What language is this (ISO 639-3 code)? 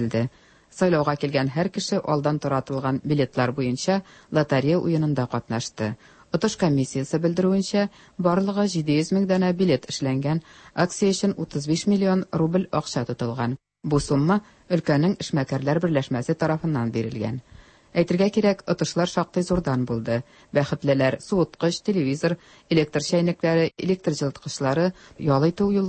tat